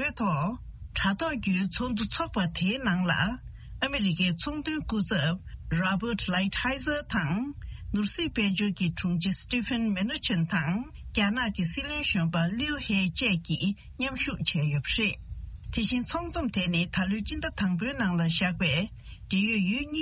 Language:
Tibetan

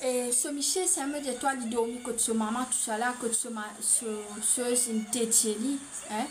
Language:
Morisyen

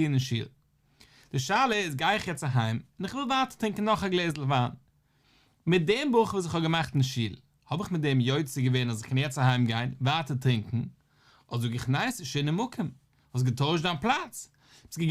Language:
Yiddish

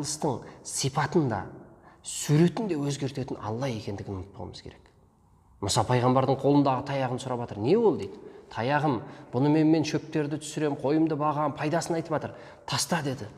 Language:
Kazakh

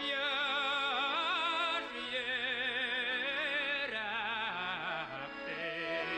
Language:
Bashkir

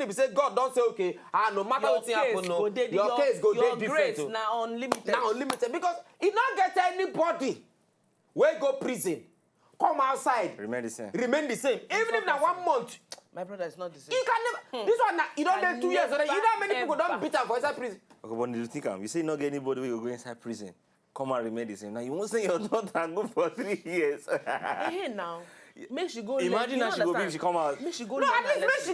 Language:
Nigerian Pidgin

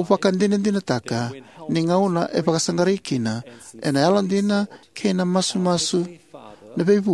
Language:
Fijian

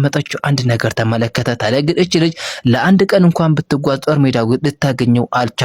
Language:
Amharic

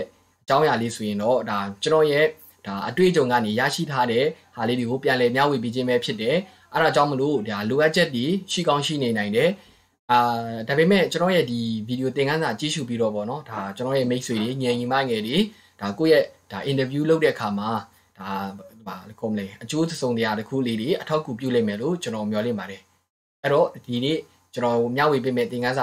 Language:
Burmese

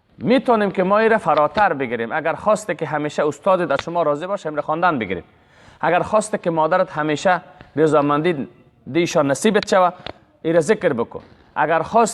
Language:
Persian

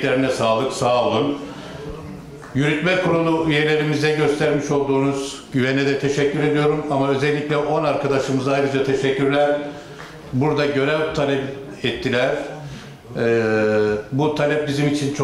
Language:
Turkish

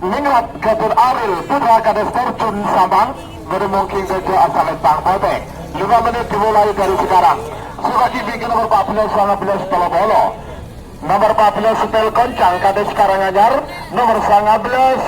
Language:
Madurese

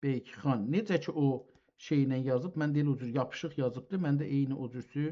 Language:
South Azerbaijani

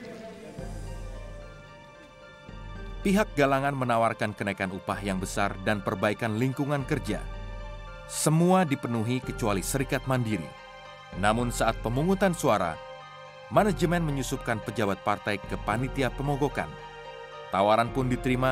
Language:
Indonesian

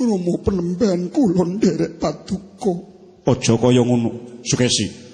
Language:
Javanese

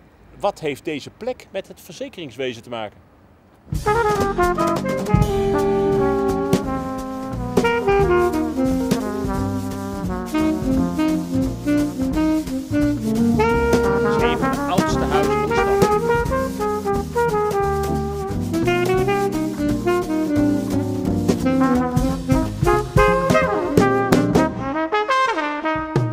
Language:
Dutch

